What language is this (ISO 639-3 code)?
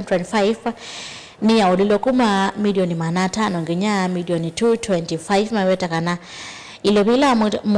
kam